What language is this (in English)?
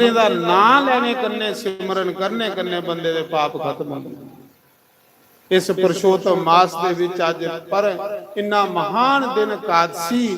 Dogri